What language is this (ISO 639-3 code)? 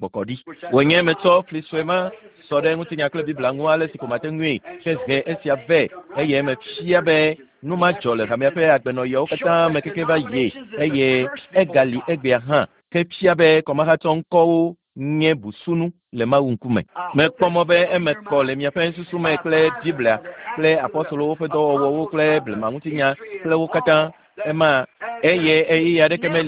ewe